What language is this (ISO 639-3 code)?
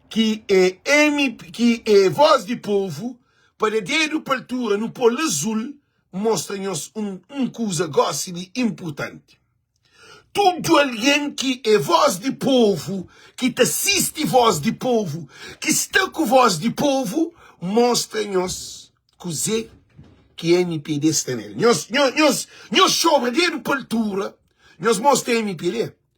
kea